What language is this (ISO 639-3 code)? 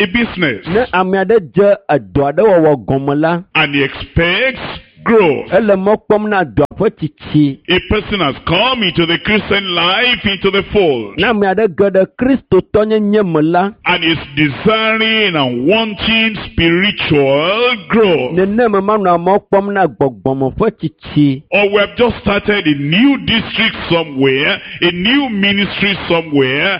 ewe